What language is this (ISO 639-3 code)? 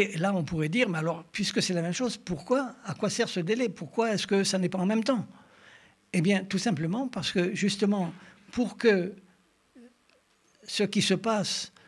fra